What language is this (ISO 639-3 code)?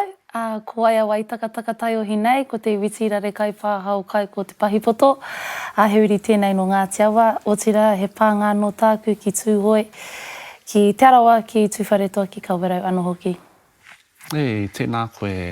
mri